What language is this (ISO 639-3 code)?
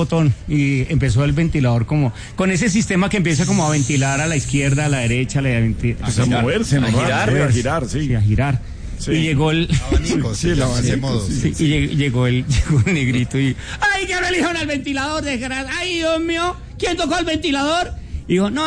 spa